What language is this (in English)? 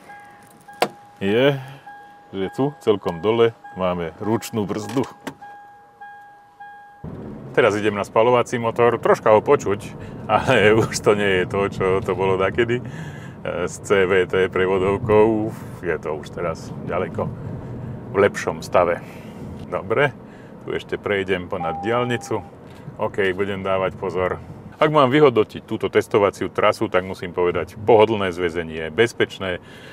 Slovak